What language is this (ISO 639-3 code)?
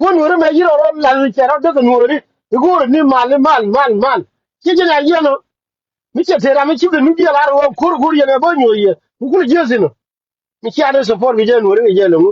nus